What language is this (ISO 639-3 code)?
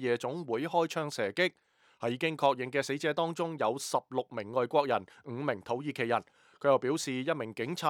yue